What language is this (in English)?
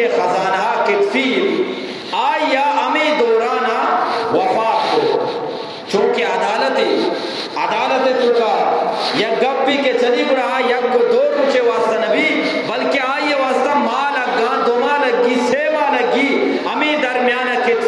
Eastern Balochi